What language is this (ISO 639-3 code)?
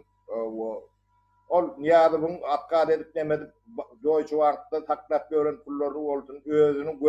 tuk